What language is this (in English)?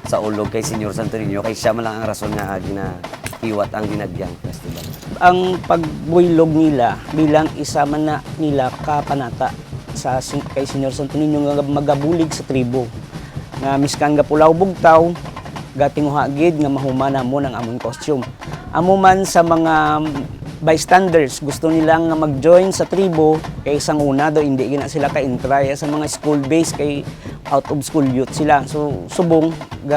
Hiligaynon